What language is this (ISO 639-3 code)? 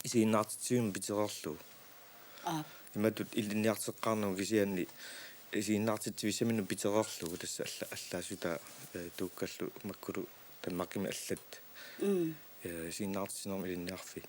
kal